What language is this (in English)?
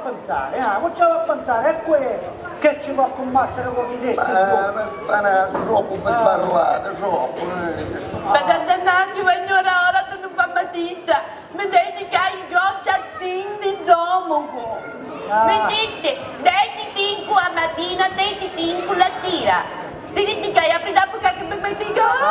Sicilian